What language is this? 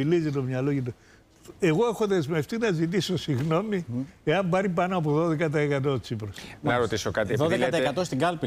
Greek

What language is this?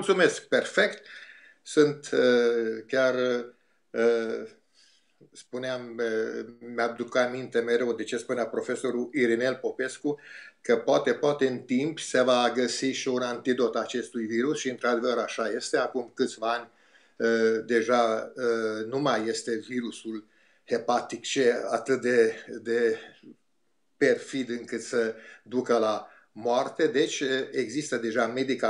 Romanian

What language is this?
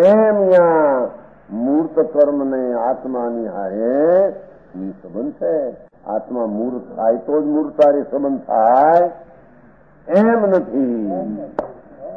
Gujarati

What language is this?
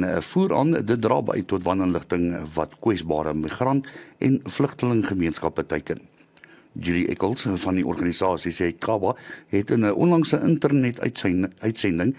Afrikaans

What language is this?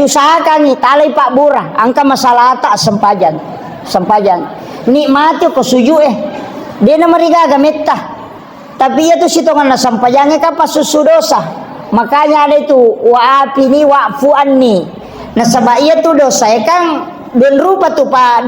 Buginese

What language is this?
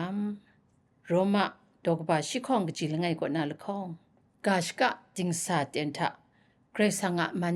Kachin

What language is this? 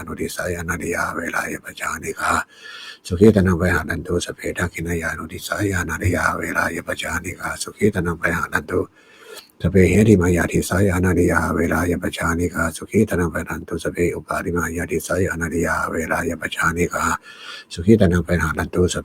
Pali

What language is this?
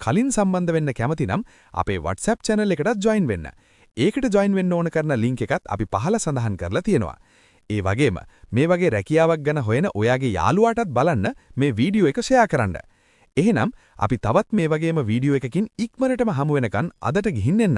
Sinhala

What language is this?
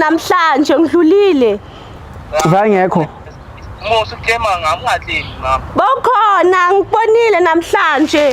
Zulu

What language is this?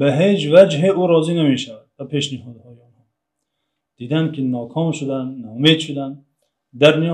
Tajik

